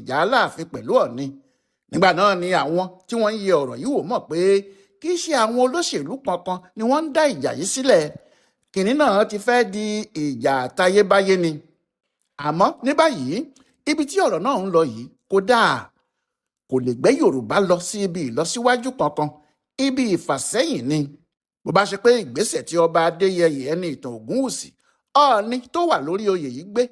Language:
Yoruba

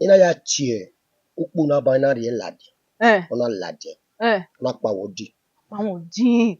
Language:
Bini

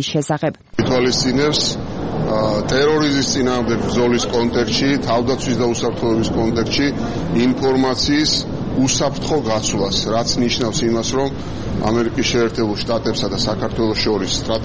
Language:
Georgian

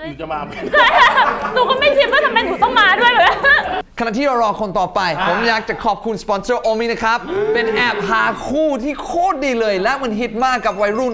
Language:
Thai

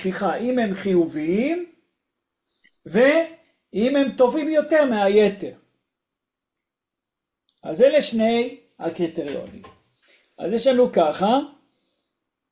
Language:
Hebrew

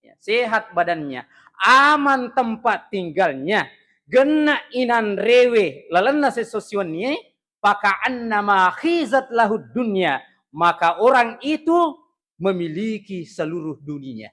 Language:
Buginese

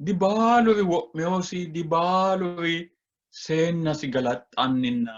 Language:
Sidamo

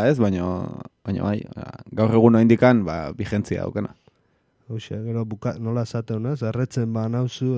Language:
Basque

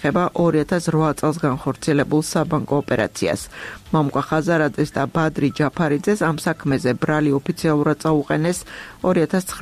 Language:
Georgian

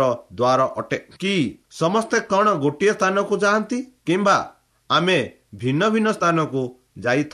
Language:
Odia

